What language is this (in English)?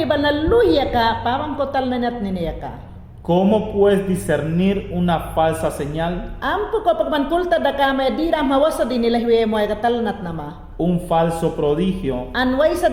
Mayangna